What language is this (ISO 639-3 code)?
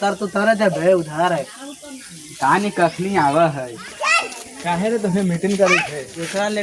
mag